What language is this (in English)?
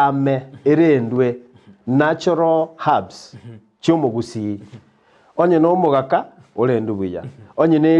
Gusii